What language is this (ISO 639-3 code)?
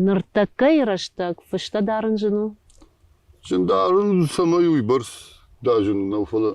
oss